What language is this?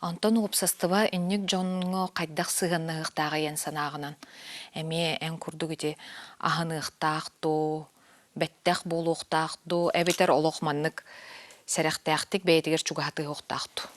Yakut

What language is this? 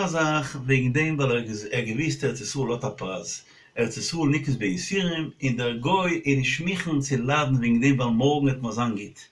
Yiddish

